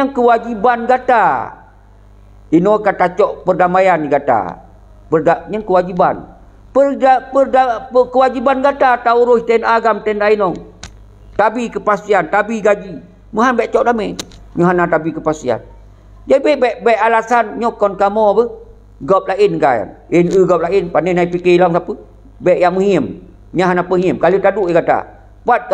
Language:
Achinese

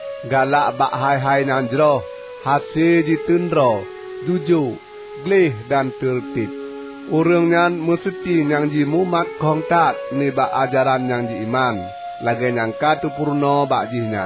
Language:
Achinese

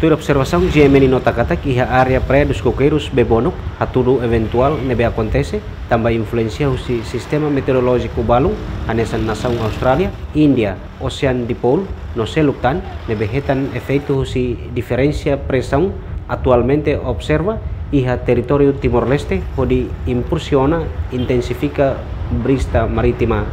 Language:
Tetum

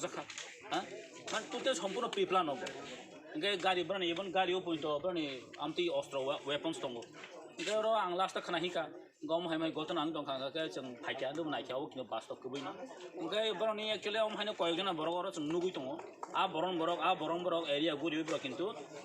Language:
Kok Borok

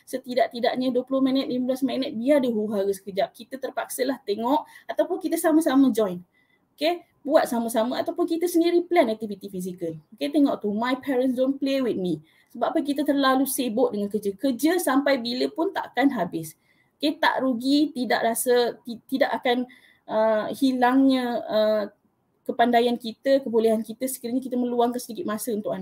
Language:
Malay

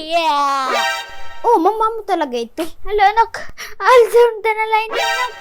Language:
Waray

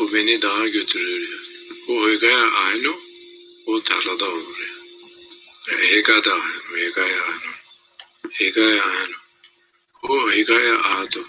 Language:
Zaza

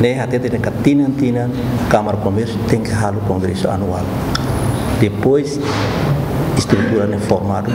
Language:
Tetum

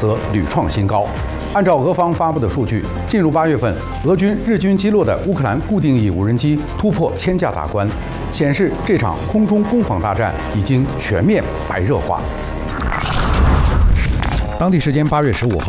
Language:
Chinese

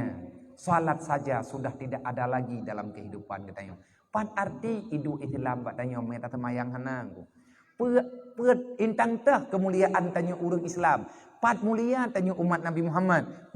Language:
Achinese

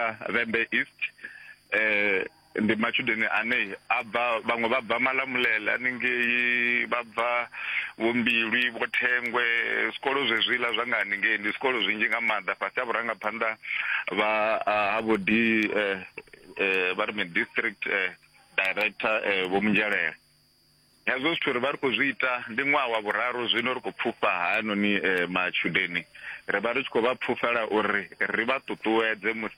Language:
Venda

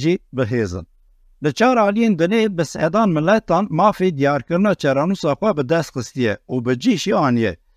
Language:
Kurdish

